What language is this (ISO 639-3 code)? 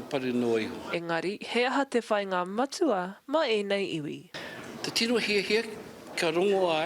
mri